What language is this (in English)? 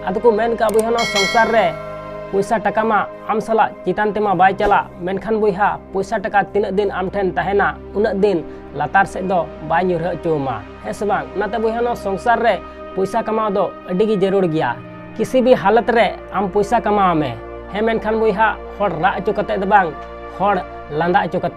Santali